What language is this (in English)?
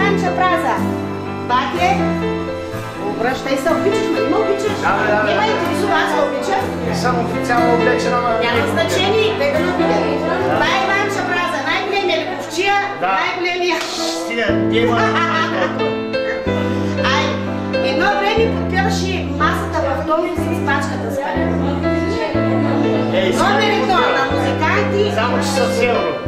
Bulgarian